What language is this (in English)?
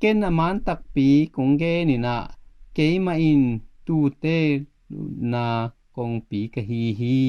Tedim Chin